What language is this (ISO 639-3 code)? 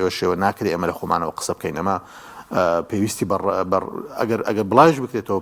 ckb